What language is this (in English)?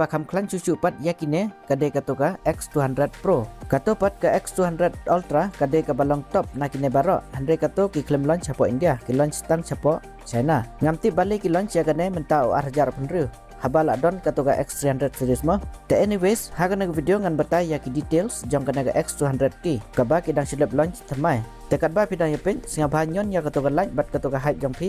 Khasi